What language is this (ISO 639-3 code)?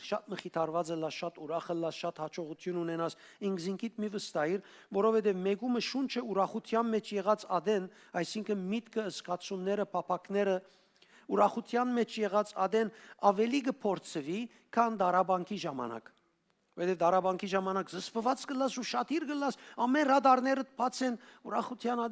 hyw